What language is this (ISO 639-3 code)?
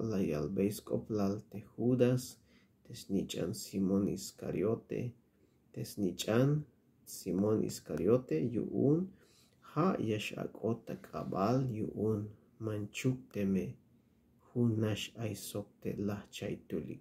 tzh